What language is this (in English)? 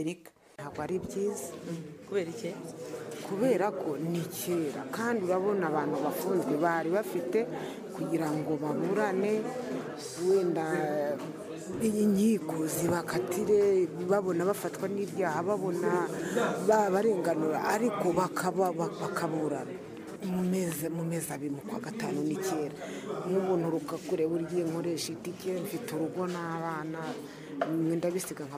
Kinyarwanda